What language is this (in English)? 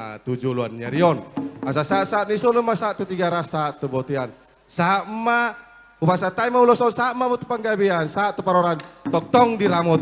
Batak Toba